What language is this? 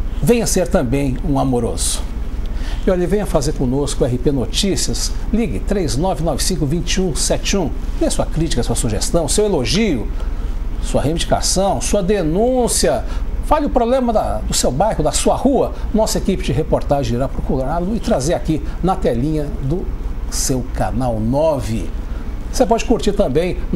Portuguese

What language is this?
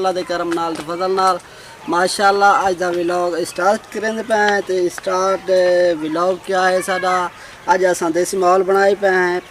Saraiki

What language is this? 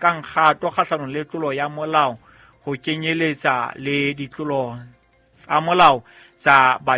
Southern Sotho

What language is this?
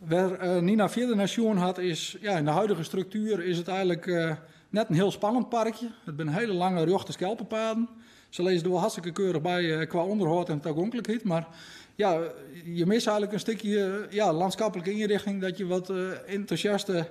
Western Frisian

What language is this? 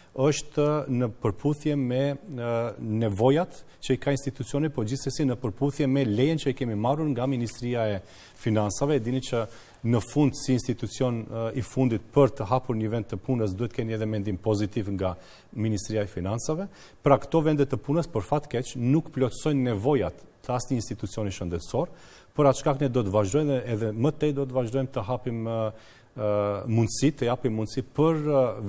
Albanian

